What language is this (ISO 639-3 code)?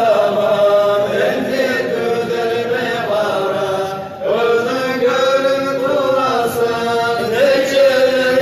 kum